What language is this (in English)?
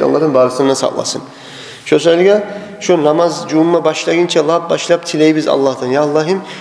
Kumyk